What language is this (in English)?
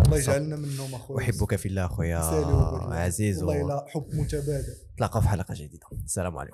Moroccan Arabic